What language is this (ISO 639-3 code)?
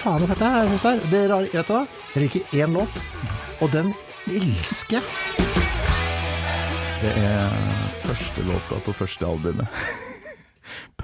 nor